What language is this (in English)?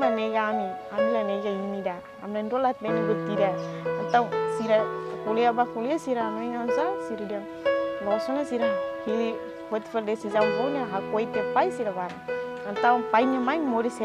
Tetum